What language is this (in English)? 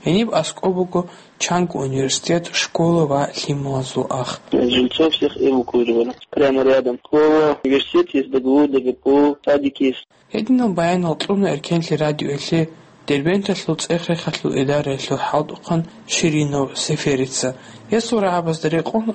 Avaric